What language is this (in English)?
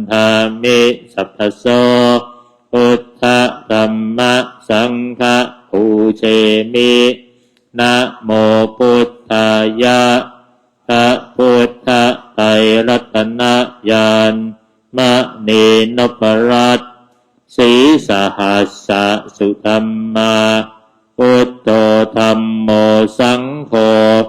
Pali